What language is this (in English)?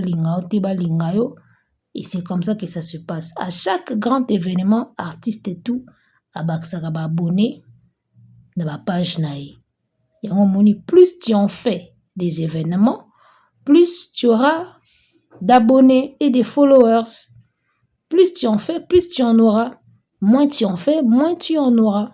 Lingala